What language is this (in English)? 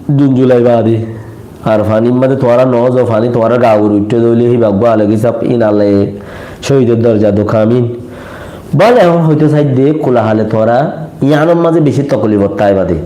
Rohingya